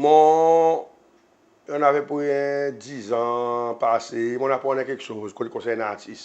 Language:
Seselwa Creole French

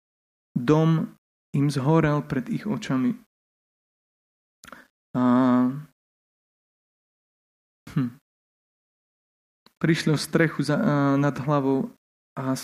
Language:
Slovak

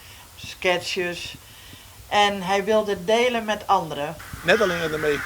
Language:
Western Frisian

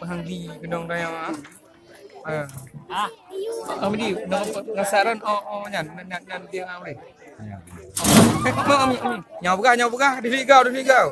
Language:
Achinese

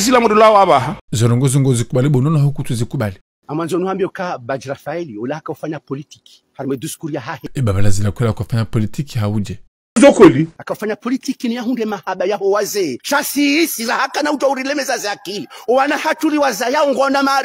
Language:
Ngazidja Comorian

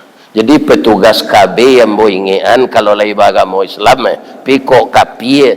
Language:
Minangkabau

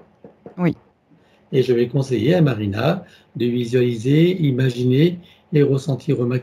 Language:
French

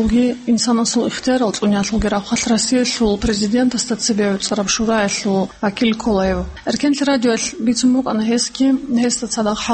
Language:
Avaric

